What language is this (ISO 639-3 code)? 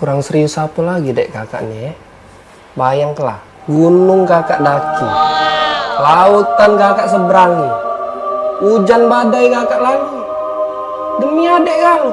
mui